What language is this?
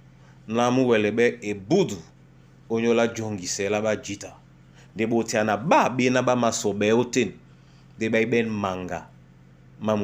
Duala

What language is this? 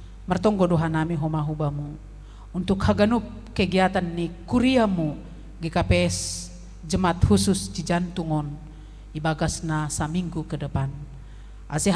Batak Simalungun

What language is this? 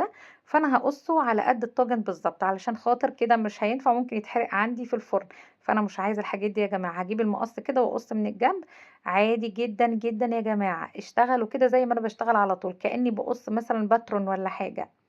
Egyptian Arabic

